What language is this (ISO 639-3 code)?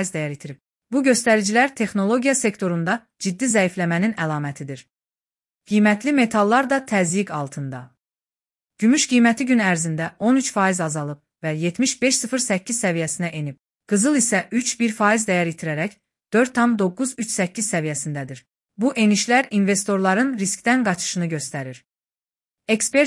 aze